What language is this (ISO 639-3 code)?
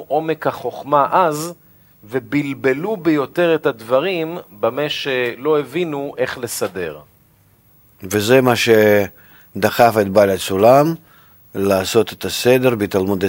heb